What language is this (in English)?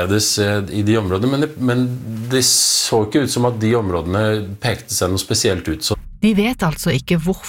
Norwegian